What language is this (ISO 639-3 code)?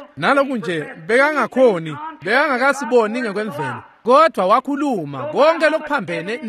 ssw